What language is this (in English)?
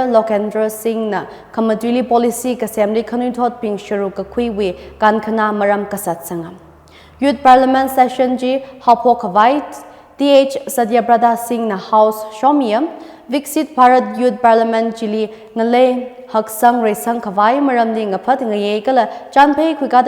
Tangkhul Naga (India)